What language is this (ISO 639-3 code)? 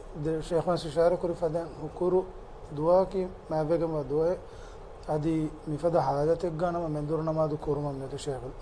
div